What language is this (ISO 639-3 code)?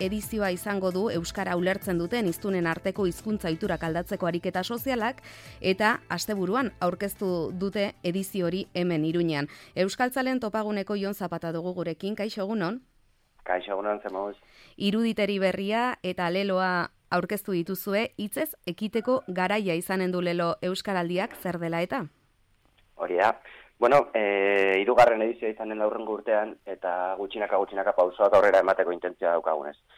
eus